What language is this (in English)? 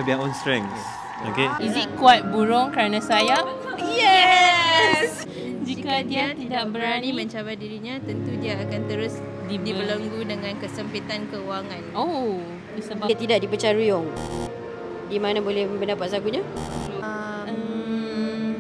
Malay